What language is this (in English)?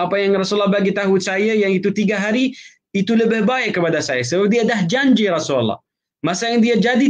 Malay